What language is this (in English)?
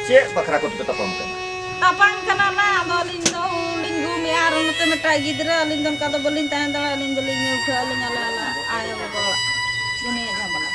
Santali